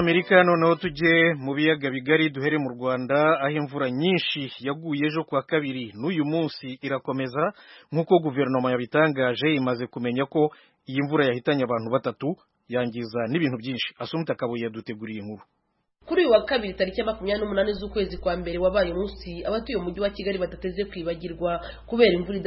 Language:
Kinyarwanda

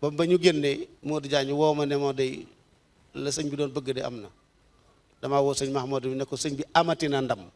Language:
Wolof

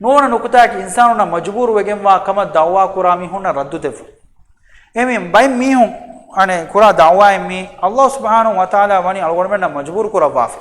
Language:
Divehi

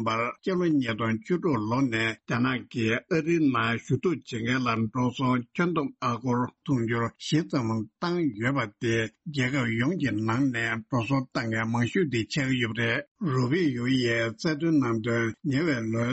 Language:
Tibetan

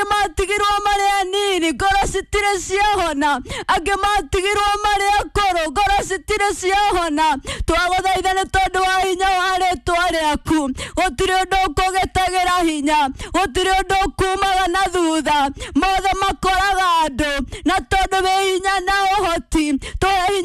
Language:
Kikuyu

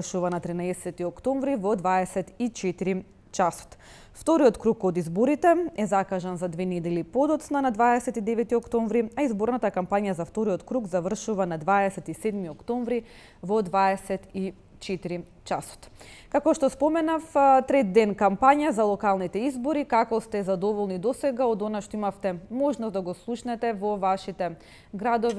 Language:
Macedonian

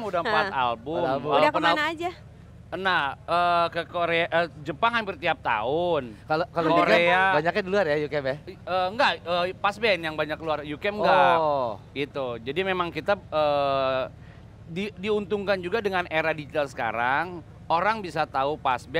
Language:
Indonesian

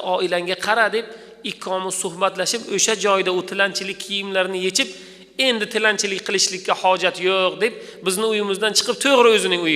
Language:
Uzbek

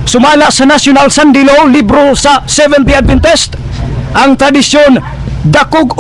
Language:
Cebuano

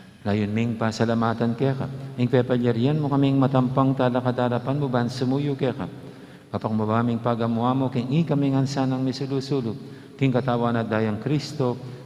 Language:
Pampanga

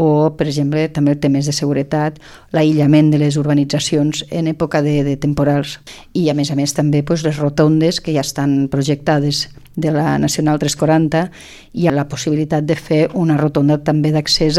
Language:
Catalan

